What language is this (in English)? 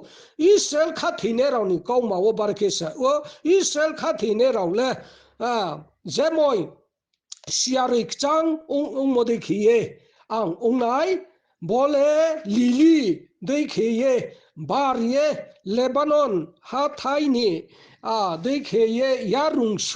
Riang (India)